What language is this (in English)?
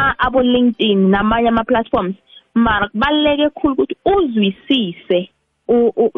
South Ndebele